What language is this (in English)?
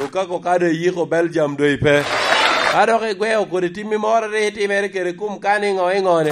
Lango (Uganda)